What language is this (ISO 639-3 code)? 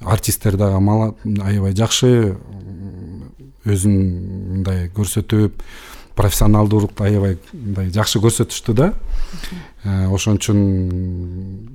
kir